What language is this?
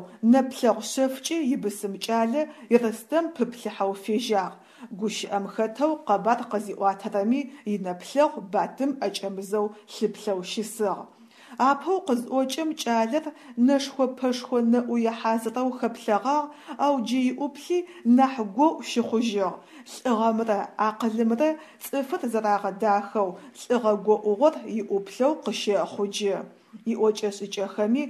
Adyghe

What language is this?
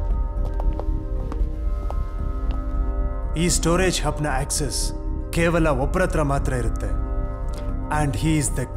Kannada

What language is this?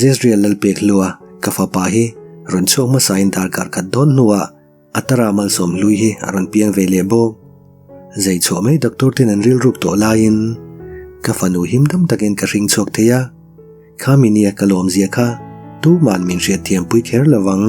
Mizo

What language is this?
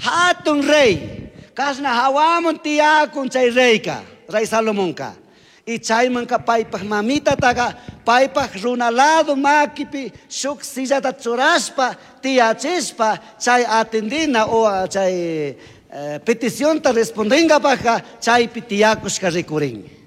Chimborazo Highland Quichua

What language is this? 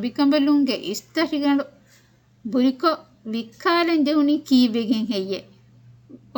Divehi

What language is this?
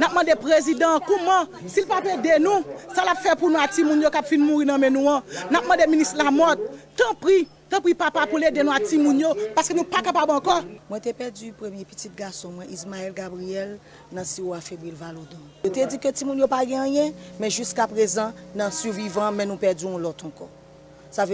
Haitian Creole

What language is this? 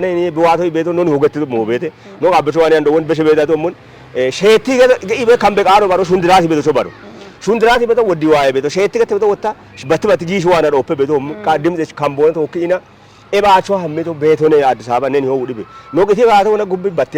Kafa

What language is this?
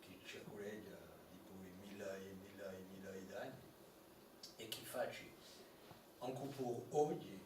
Corsican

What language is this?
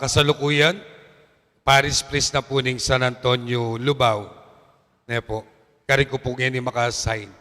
Pampanga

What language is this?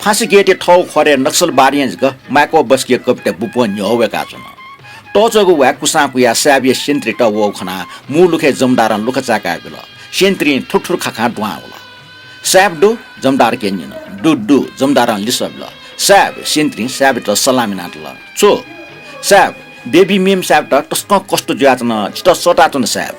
Newari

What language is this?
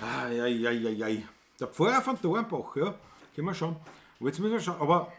Bavarian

